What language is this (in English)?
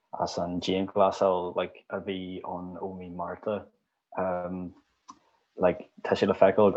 Irish